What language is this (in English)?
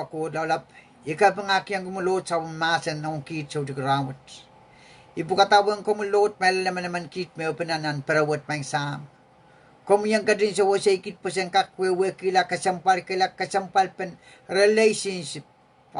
Pohnpeian